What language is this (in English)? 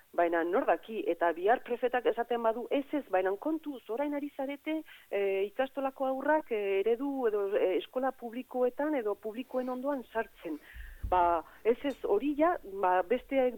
Basque